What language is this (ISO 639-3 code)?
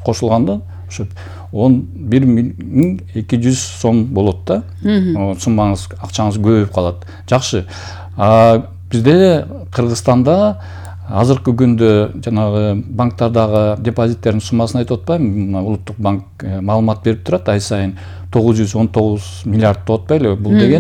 kir